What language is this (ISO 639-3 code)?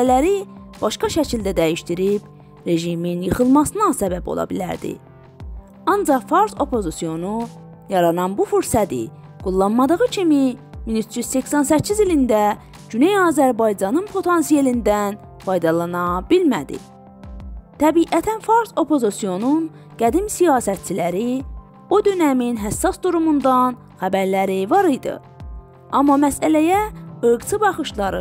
azb